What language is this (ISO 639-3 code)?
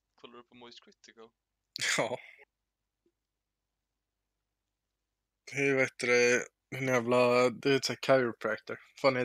swe